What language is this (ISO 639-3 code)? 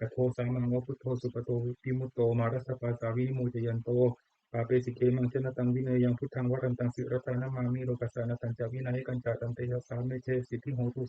pli